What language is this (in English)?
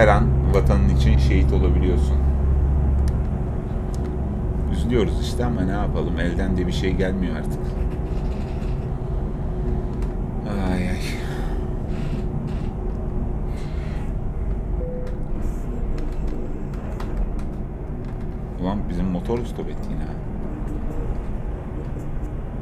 Turkish